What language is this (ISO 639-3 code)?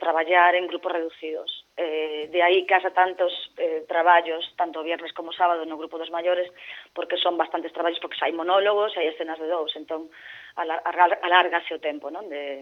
glg